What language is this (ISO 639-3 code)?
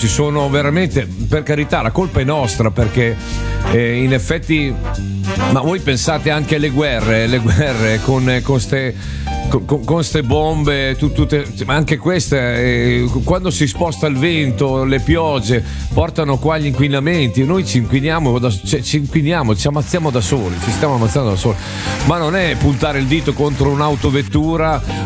ita